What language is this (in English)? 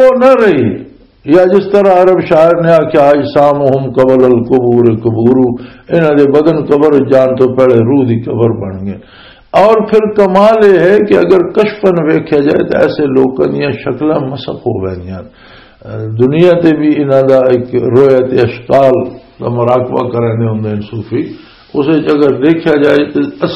Western Panjabi